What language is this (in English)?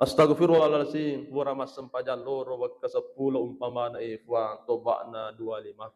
Buginese